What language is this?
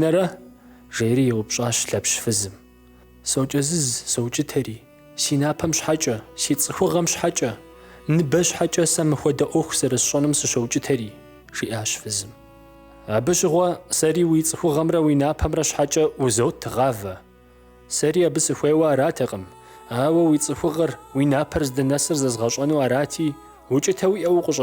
Kabardian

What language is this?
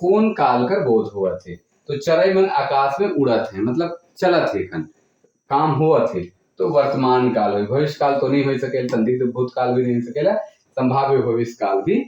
Sadri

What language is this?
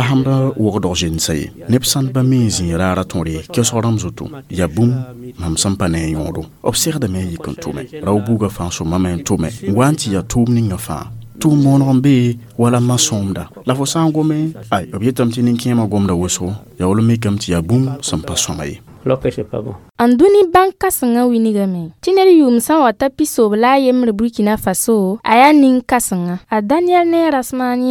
Mossi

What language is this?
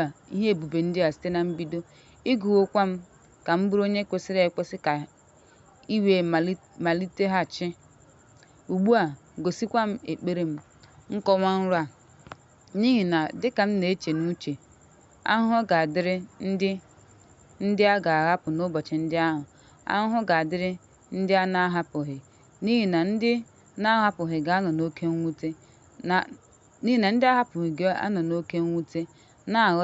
Igbo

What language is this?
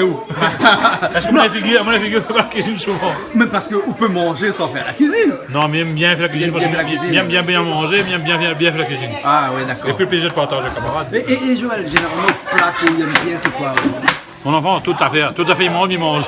Réunion Creole French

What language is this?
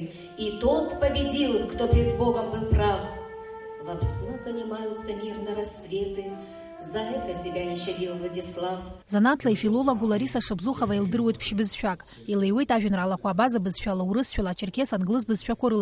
Abkhazian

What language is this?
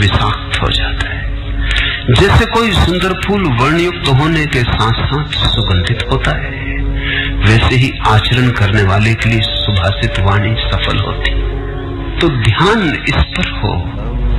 Hindi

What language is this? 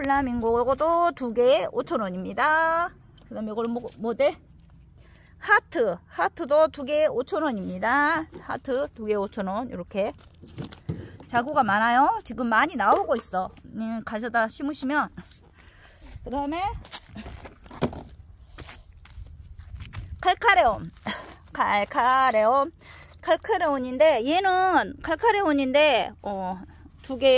Korean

